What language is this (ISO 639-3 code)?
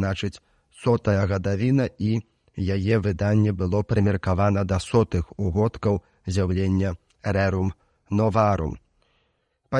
bel